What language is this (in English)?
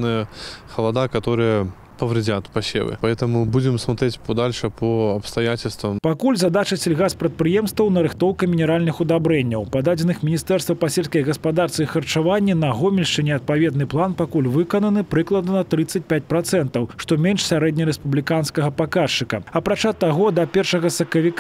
Belarusian